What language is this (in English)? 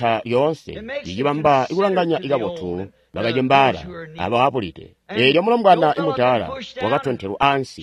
Tonga (Zambia)